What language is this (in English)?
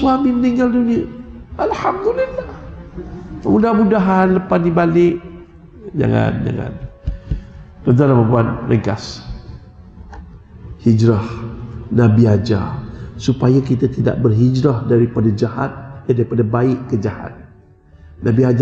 Malay